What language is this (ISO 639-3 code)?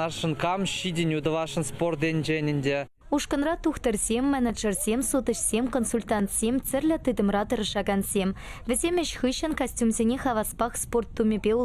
chv